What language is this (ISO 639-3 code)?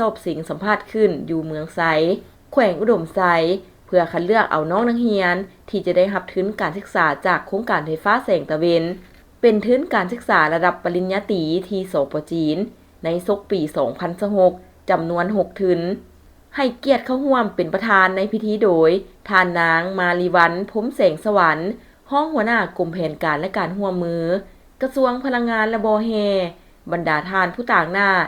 lao